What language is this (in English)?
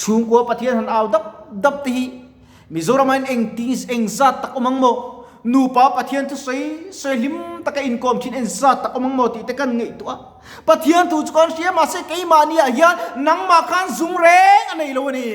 Mizo